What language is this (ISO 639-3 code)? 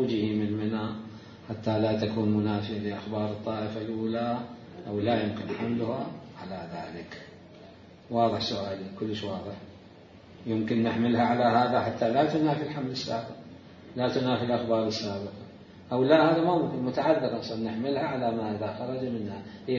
acm